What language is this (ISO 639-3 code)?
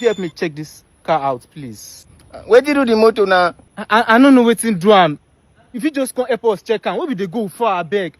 pcm